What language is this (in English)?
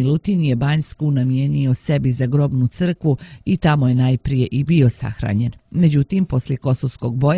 Serbian